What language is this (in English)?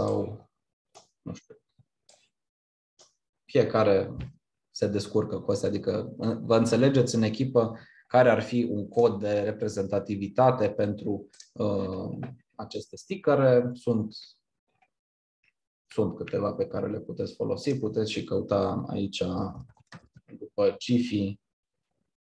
Romanian